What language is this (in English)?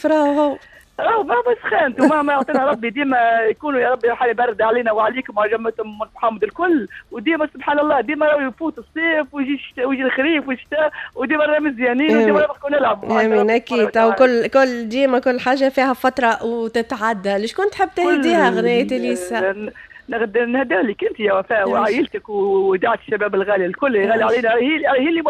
Tunisian Arabic